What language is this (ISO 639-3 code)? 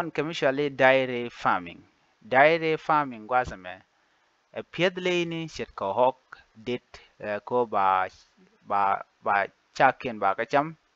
nus